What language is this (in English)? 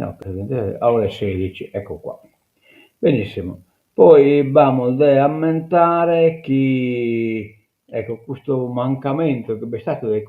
Sardinian